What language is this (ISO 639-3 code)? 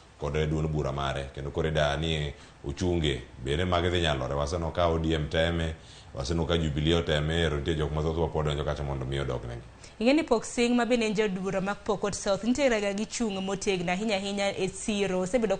luo